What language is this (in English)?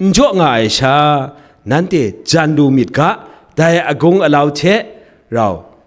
Kachin